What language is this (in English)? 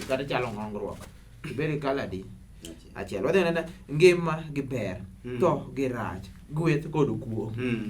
Luo (Kenya and Tanzania)